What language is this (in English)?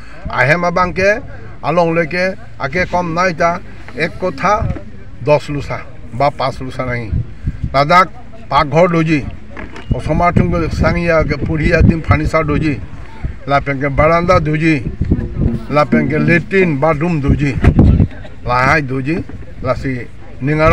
Karbi